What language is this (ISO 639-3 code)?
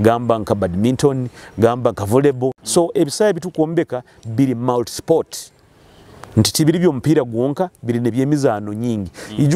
nyo